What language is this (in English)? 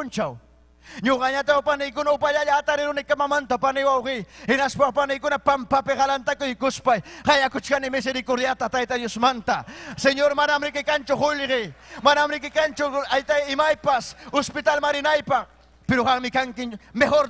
Ayacucho Quechua